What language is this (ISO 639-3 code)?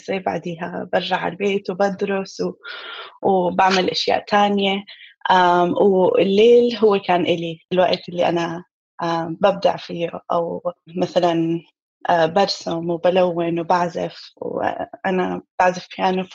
apc